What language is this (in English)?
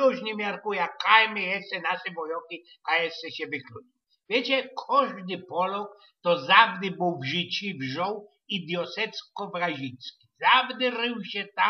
Silesian